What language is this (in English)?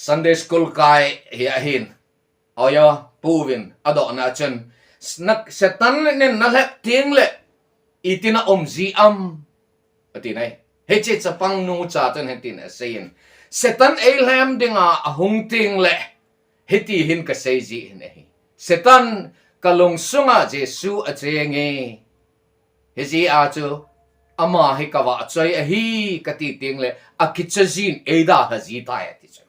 Thado Chin